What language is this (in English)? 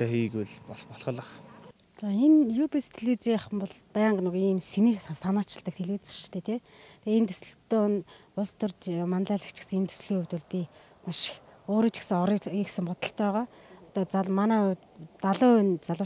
Mongolian